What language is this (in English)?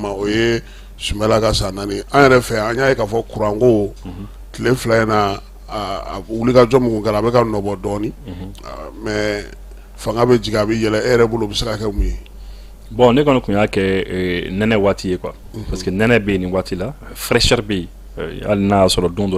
Bambara